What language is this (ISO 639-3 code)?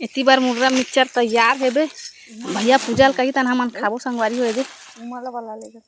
hne